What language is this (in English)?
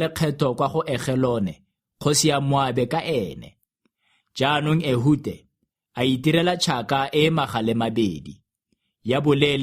Tswana